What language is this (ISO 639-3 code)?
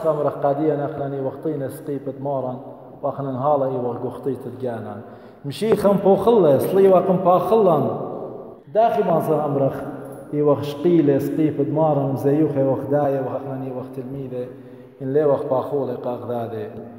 aii